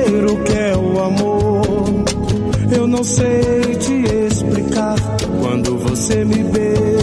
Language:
Portuguese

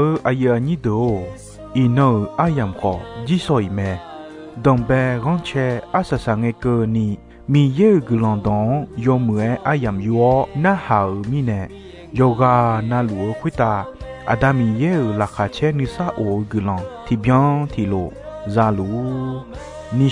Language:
Akha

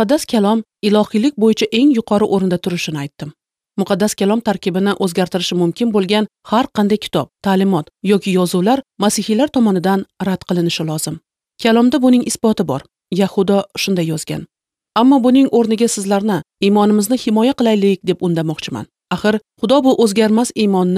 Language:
Uzbek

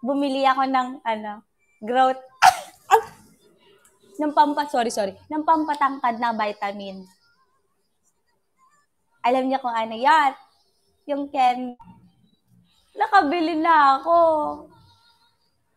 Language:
Filipino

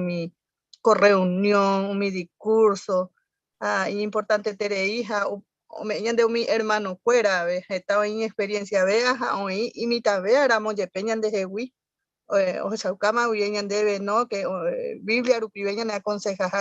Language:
Guarani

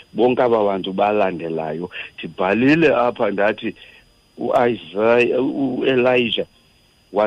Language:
Xhosa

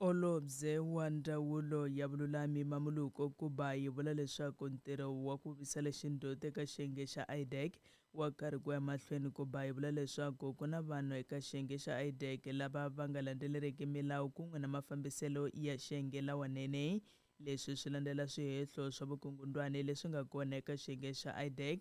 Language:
Tsonga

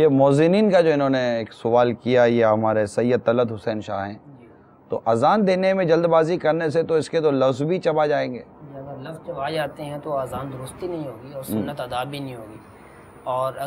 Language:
Urdu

